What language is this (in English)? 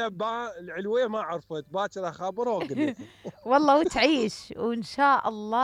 Mesopotamian Arabic